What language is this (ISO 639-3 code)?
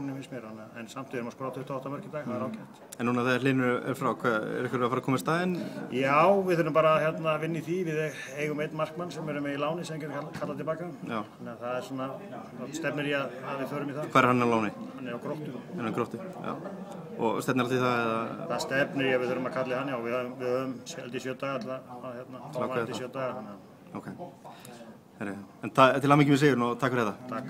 isl